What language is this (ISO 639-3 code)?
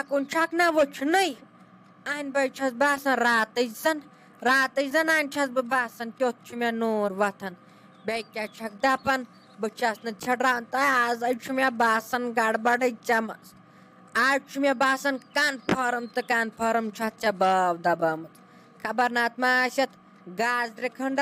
kas